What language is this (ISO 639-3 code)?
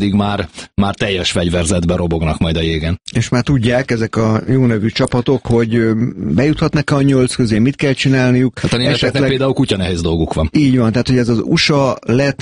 hun